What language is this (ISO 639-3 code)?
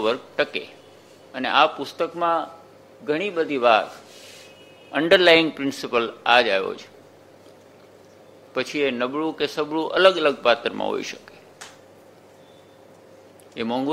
guj